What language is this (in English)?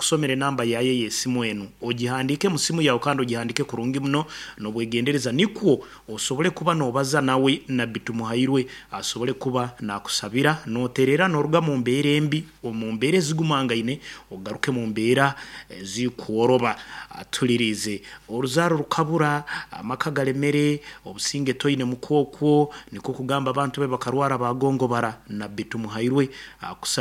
Nyankole